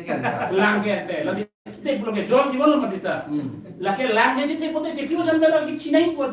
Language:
Karbi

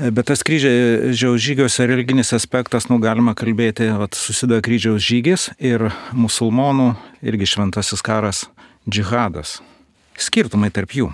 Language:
Lithuanian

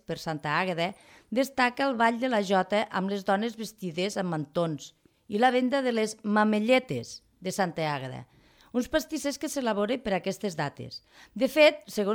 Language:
Catalan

